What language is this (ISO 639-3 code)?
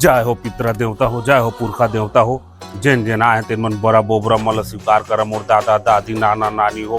hne